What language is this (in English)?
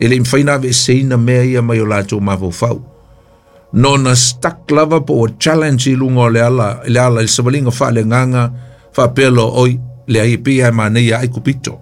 Samoan